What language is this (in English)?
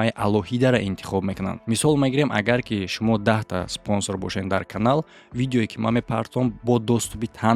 Tajik